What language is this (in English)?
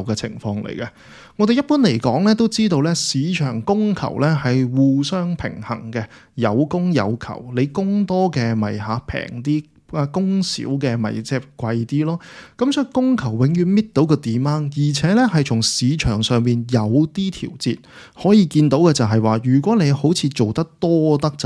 Cantonese